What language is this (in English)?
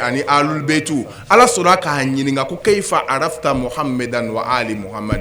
Bambara